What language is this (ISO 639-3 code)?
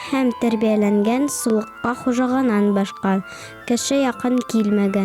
bak